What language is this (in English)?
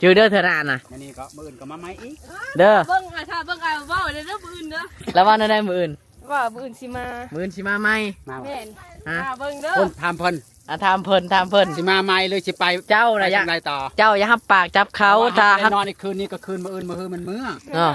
Lao